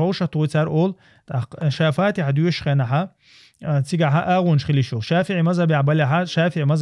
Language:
Chechen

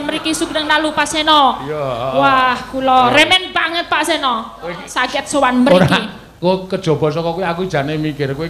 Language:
Javanese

